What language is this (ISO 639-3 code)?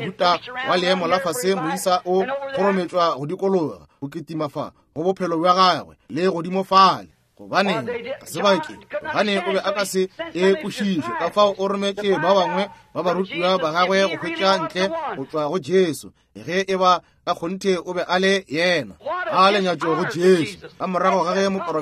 nso